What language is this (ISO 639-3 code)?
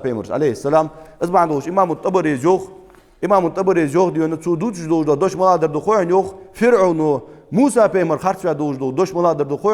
inh